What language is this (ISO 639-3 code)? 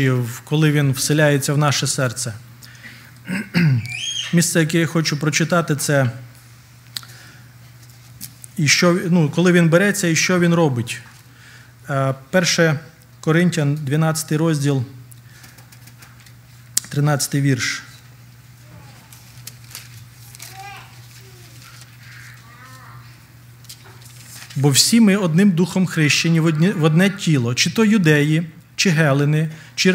ukr